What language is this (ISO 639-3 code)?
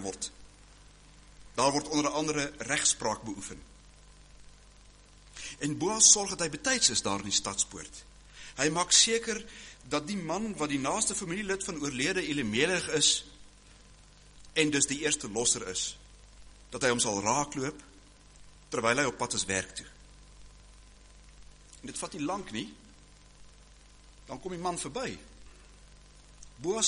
afr